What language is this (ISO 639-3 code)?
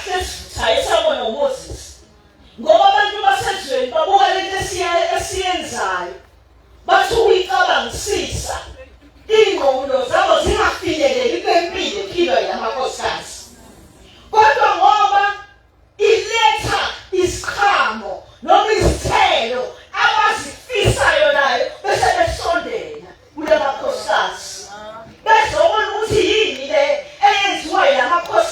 zul